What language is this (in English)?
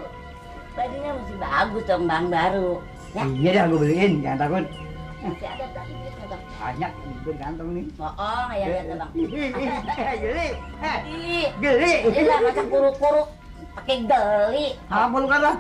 Betawi